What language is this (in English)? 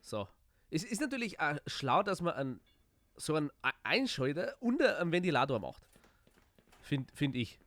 Bavarian